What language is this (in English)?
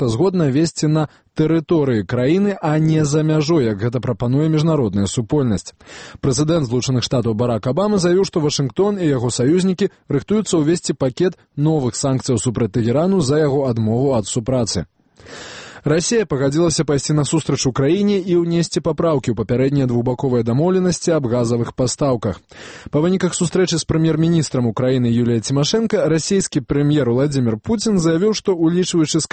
Belarusian